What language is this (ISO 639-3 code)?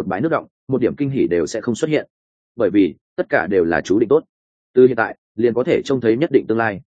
vie